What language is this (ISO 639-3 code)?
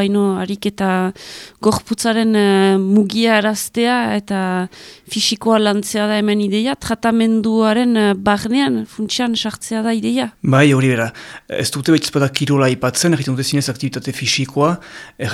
eus